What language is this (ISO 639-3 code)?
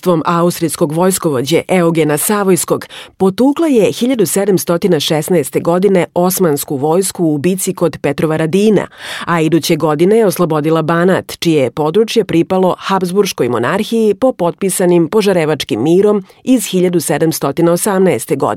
srp